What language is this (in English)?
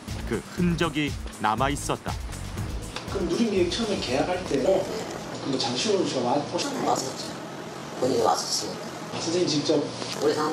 Korean